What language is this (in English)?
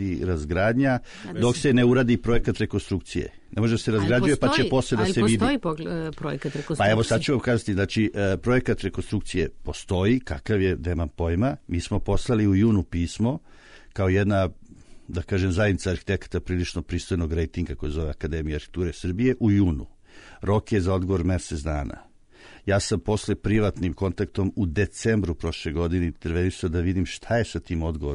Serbian